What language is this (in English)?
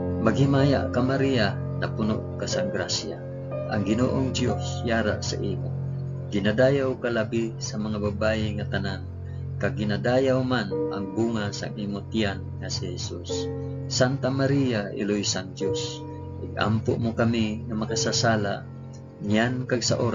Hiligaynon